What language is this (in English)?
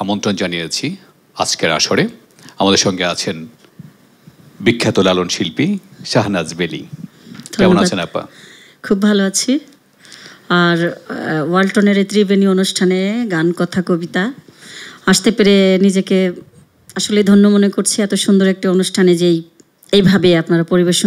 Bangla